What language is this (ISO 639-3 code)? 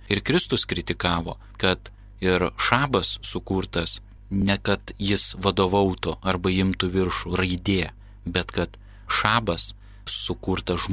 lit